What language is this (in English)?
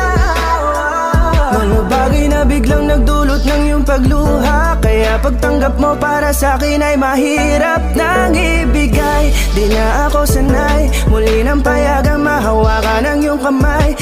Filipino